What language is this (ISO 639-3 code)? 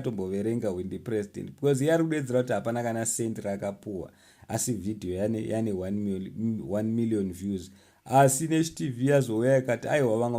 sna